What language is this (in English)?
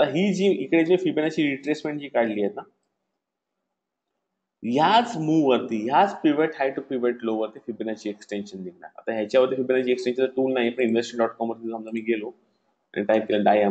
Marathi